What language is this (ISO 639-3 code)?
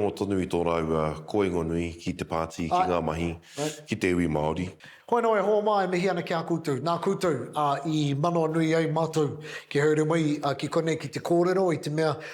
mri